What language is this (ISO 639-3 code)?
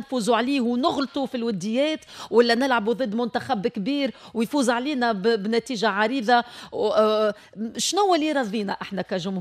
aeb